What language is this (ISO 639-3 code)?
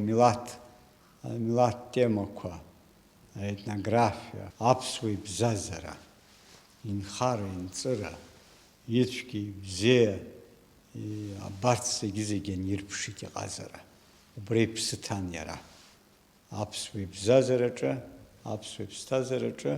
abk